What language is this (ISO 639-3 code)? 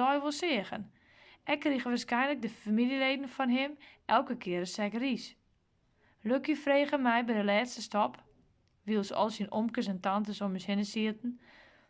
fry